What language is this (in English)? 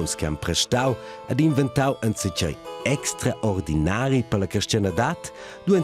Romansh